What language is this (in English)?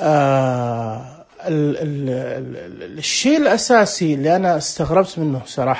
Najdi Arabic